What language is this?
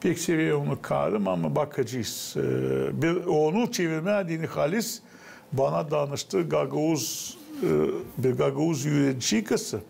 Gagauz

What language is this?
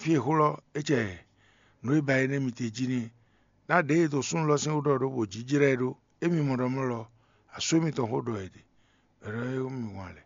Fon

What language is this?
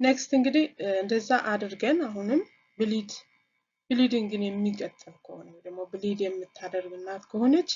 Amharic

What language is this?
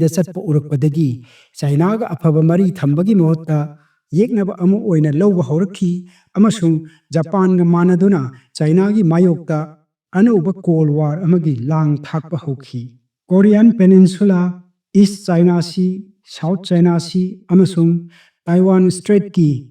Manipuri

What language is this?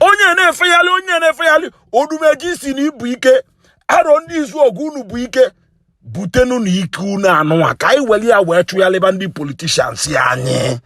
Igbo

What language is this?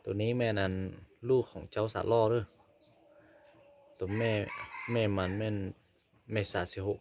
Lao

